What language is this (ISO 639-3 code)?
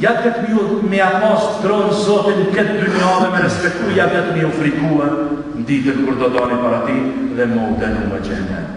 sqi